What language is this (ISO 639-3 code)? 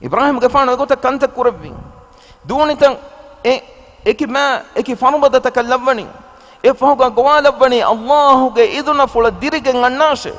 div